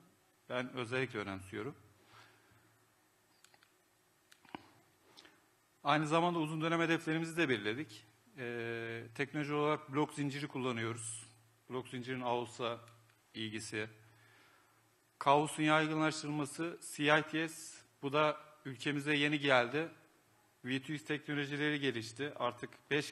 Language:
Turkish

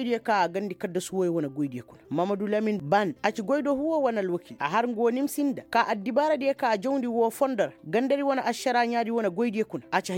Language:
Koyraboro Senni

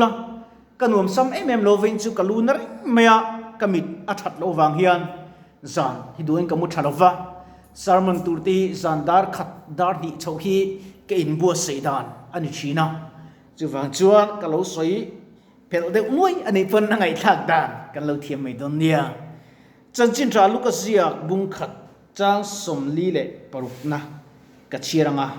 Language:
Mizo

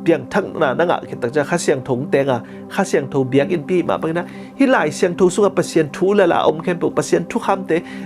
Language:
Tedim Chin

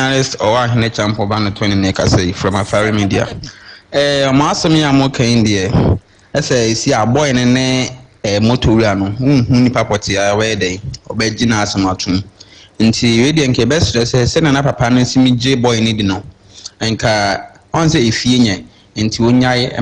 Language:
Akan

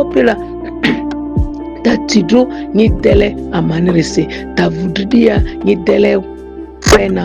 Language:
Ma'di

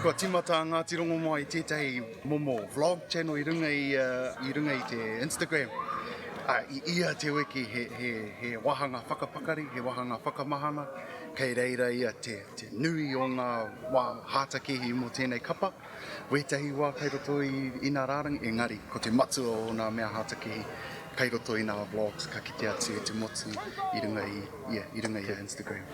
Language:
Māori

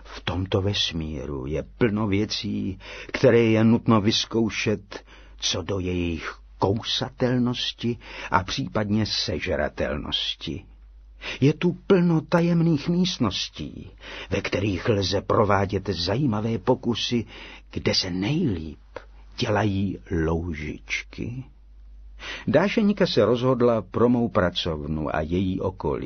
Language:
Czech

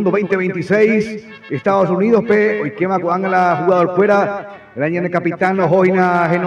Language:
Guarani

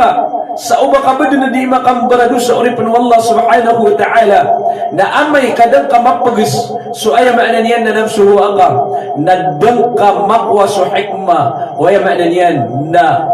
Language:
Maranao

